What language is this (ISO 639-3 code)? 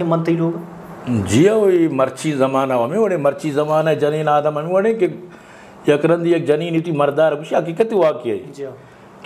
bgp